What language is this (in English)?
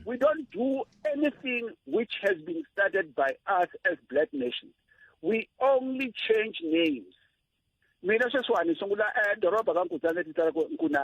Tsonga